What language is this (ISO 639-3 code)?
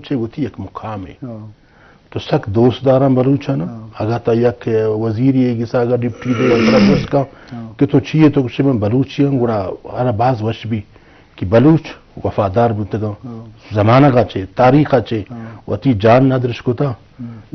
bgp